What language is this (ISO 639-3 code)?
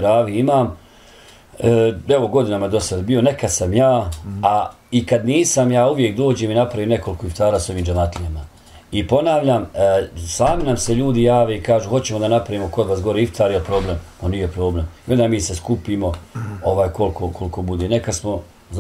bos